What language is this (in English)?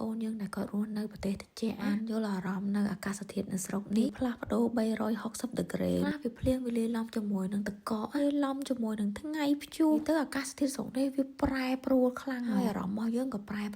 Khmer